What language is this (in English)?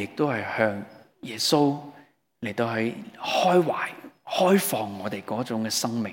Cantonese